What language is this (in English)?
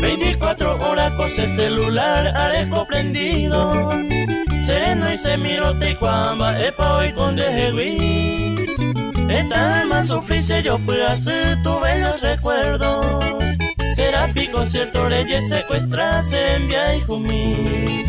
Guarani